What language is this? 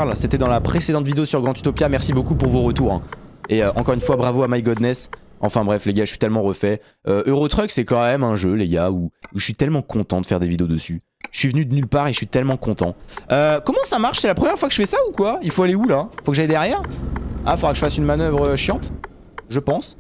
French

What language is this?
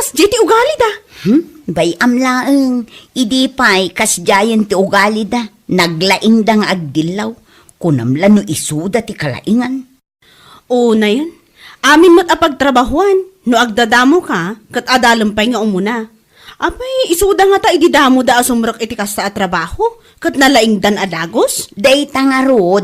Iloko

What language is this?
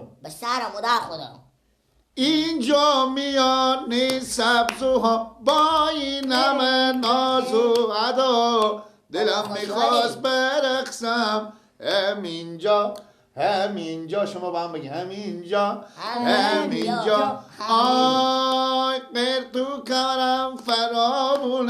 Persian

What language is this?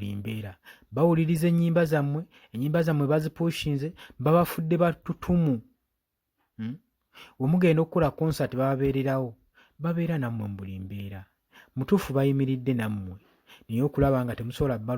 Ganda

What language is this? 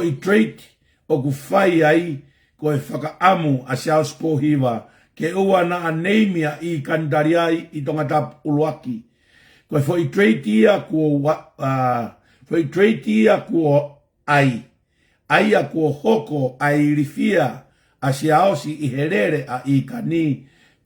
Tongan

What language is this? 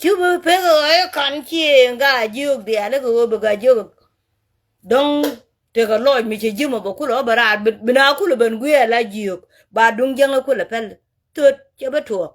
Nuer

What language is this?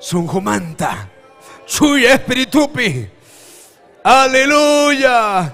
Ayacucho Quechua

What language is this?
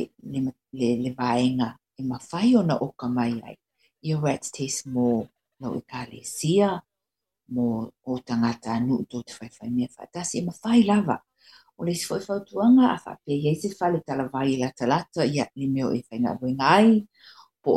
Samoan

